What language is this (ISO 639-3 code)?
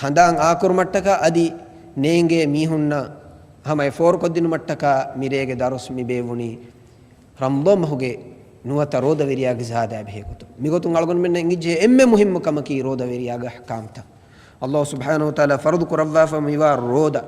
div